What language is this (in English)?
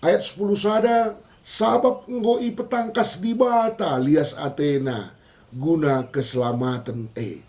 Batak Karo